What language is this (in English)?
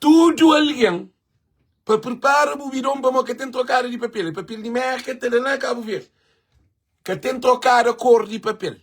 Kabuverdianu